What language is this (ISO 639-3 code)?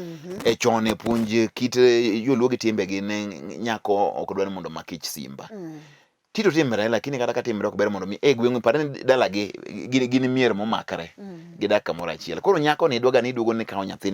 luo